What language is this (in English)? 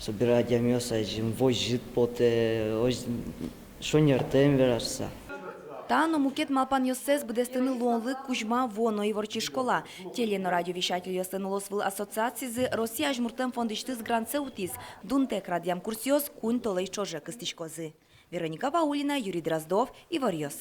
Udmurt